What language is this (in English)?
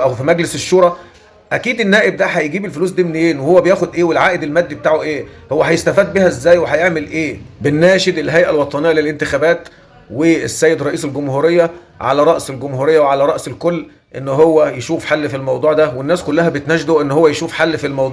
Egyptian Arabic